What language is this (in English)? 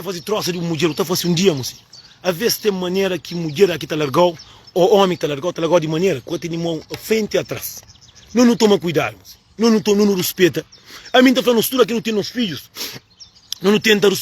Kabuverdianu